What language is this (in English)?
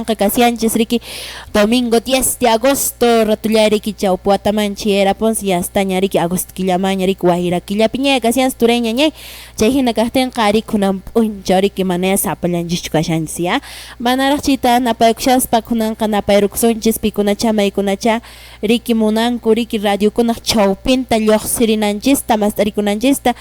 Quechua